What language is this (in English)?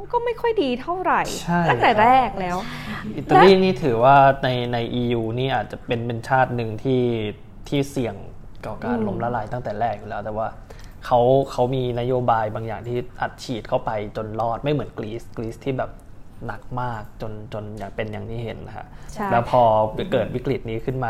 Thai